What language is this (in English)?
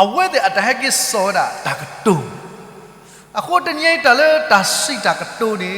S'gaw Karen